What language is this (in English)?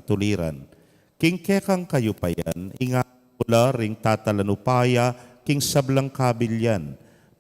Pampanga